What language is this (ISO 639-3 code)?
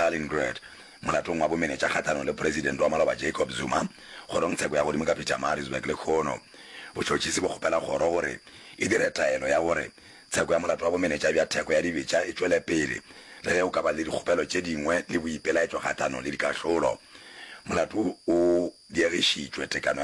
nso